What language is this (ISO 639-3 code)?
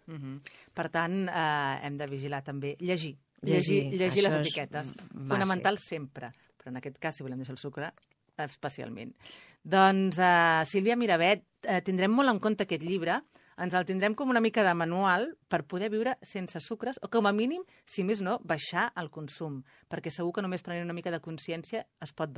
cat